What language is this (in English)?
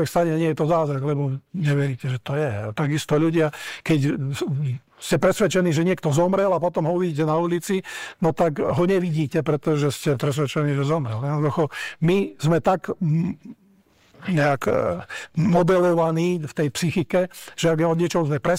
Slovak